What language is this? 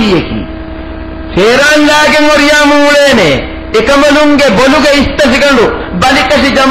Divehi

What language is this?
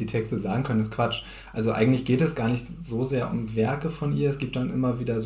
Low German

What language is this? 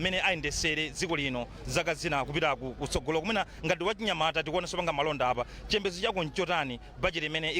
Nyanja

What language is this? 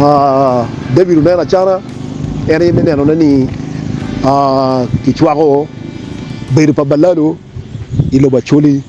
Acoli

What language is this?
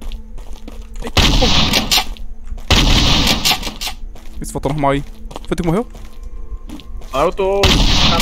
Portuguese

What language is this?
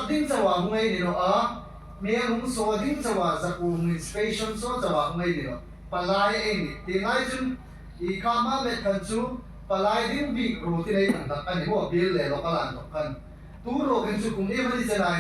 Hmar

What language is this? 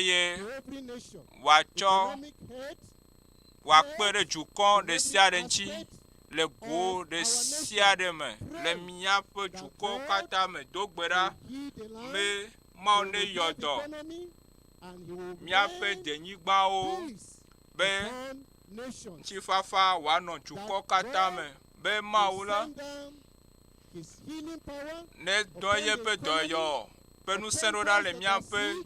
Ewe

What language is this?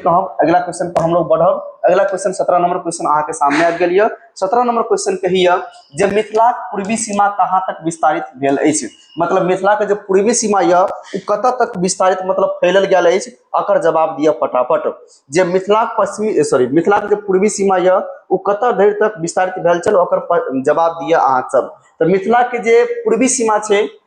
Maithili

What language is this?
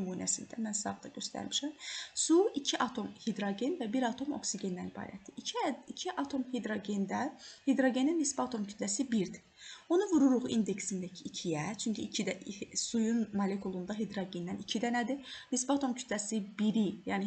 Azerbaijani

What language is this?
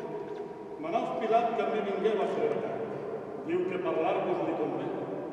Catalan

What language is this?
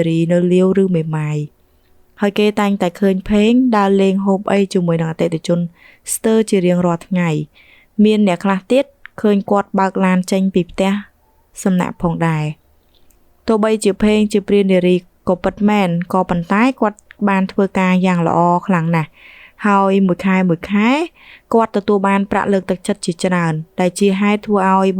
Khmer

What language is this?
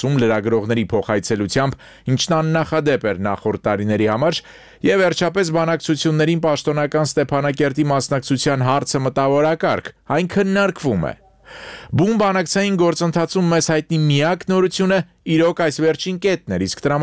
Armenian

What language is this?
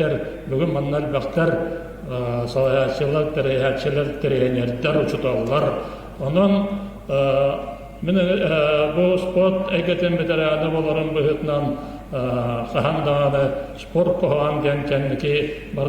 Yakut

